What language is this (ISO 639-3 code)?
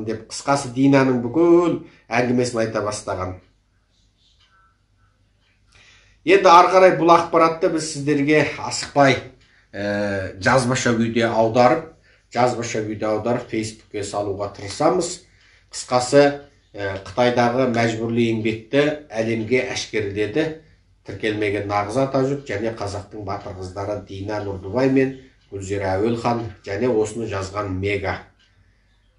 kaz